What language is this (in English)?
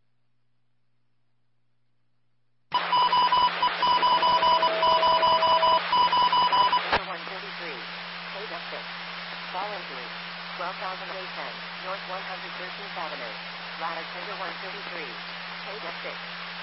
English